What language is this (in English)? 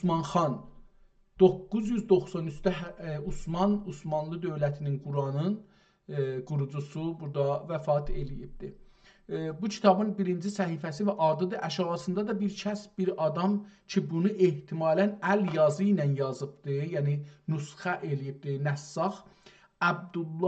South Azerbaijani